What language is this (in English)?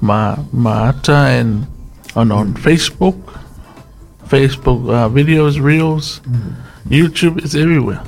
Samoan